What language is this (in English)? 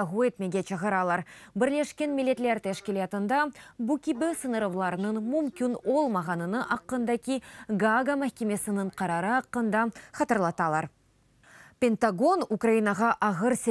Crimean Tatar